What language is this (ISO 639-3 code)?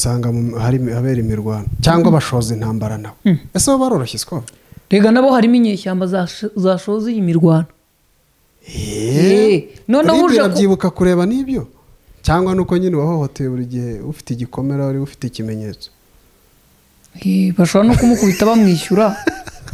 kin